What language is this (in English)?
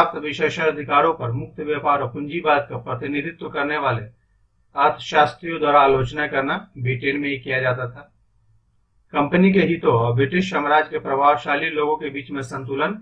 Hindi